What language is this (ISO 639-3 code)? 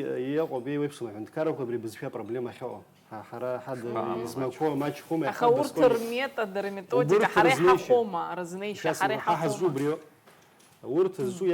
abk